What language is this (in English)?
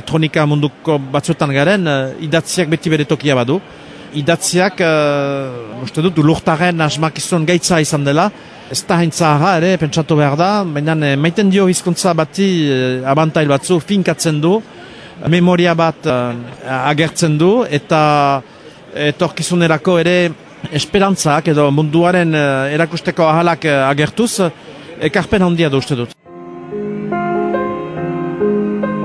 Basque